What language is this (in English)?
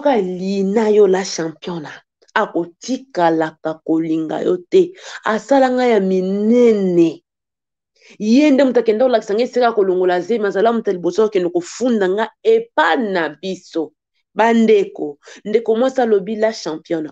Lingala